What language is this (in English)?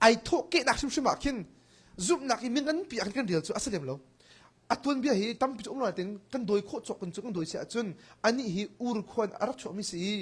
Hakha Chin